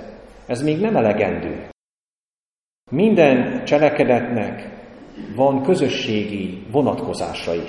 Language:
Hungarian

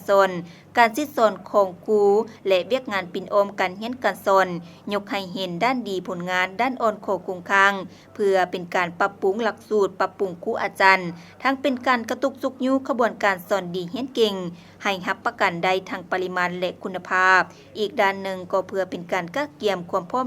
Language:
Lao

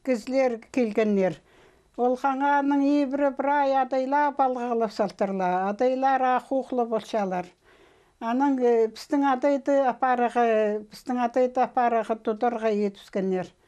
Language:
Khakas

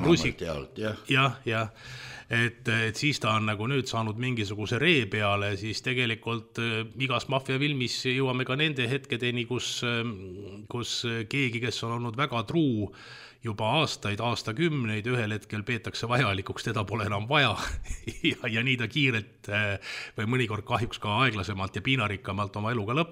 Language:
Estonian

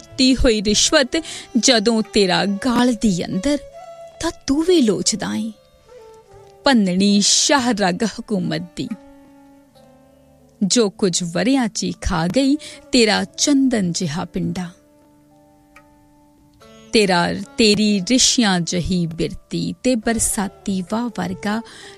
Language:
Punjabi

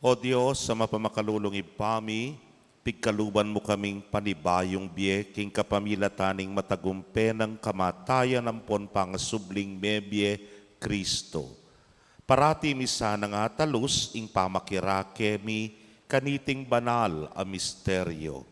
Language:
Pampanga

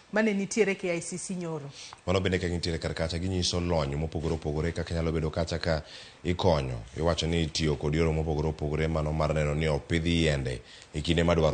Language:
Luo (Kenya and Tanzania)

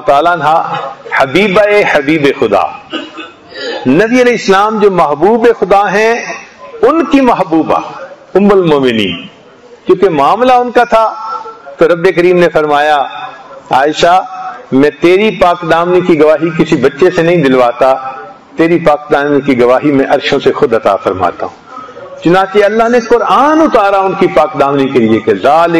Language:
Urdu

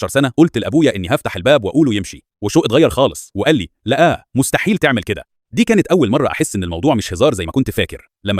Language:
Egyptian Arabic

